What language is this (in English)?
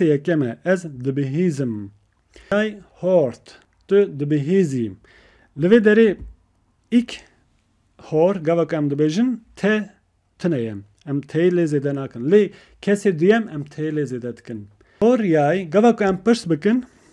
Kurdish